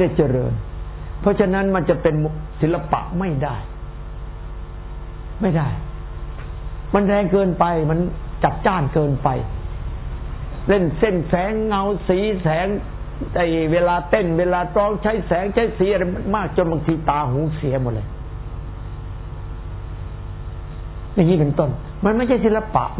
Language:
Thai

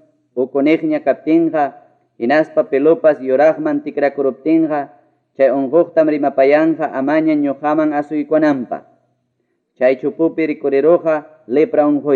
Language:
Ayacucho Quechua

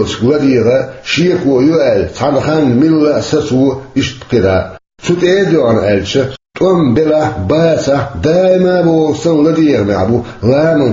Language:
Chechen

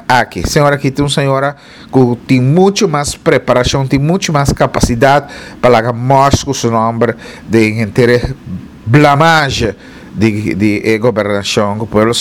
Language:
Papiamento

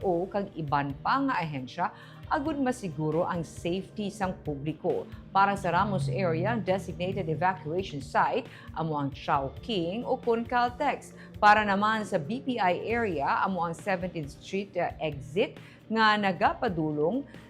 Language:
Hiligaynon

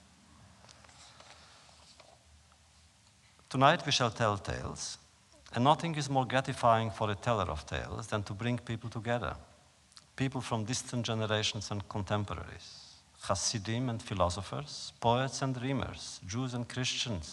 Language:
English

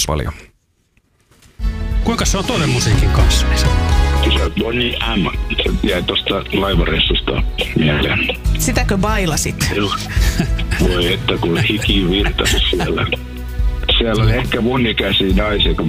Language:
Finnish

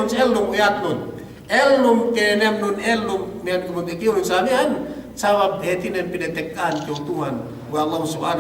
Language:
Yakan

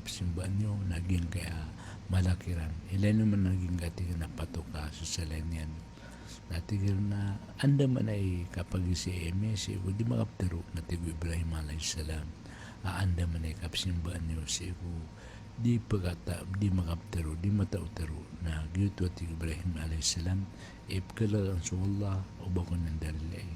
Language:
Maranao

